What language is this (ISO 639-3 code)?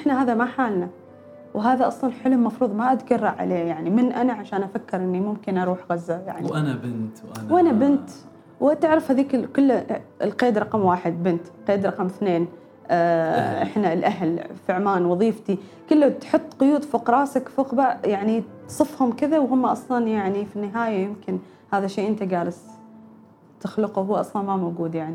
afb